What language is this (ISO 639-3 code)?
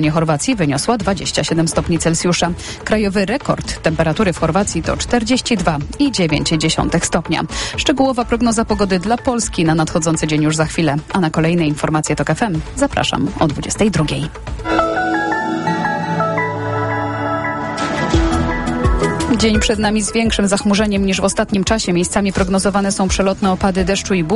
pol